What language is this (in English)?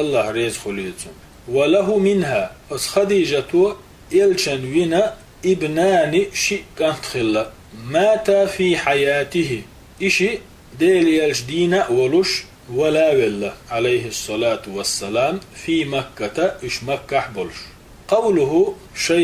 Chechen